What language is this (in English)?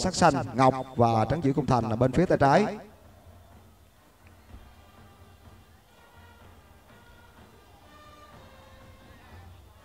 Vietnamese